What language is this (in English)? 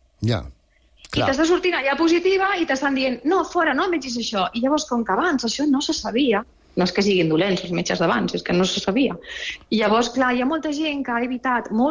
Catalan